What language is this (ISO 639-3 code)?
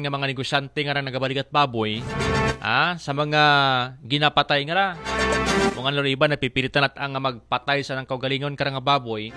akl